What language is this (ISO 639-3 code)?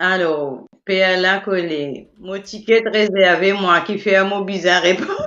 mfe